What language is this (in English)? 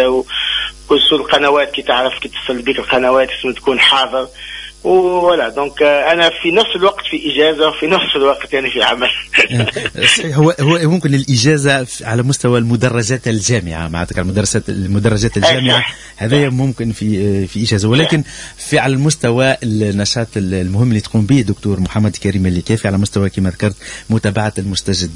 Tunisian Arabic